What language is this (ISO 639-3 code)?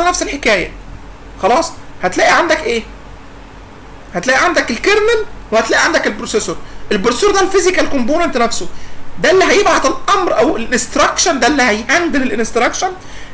arz